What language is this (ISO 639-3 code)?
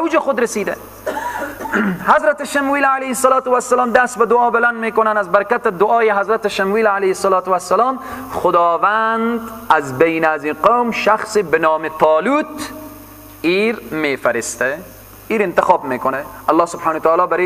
fas